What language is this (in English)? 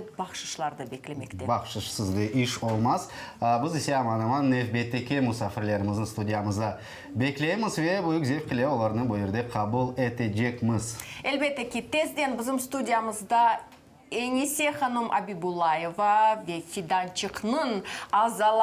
Crimean Tatar